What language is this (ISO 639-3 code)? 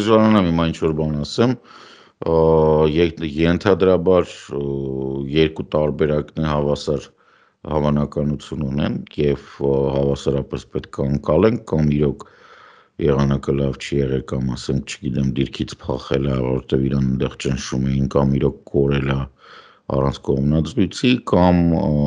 hye